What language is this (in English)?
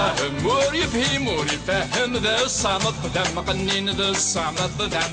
Kabyle